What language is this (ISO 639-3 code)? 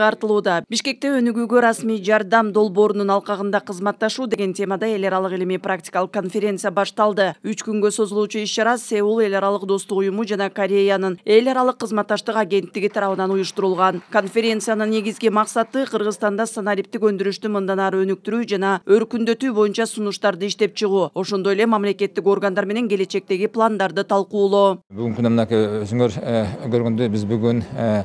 kir